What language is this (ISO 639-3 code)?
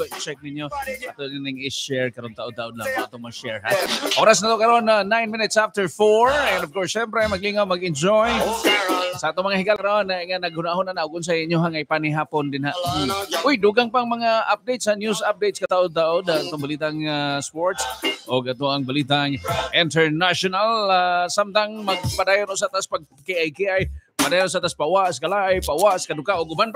ceb